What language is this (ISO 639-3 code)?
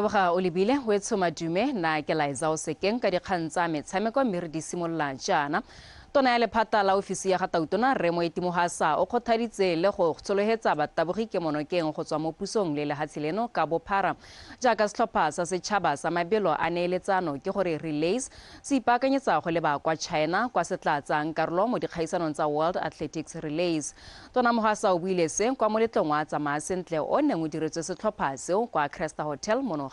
tsn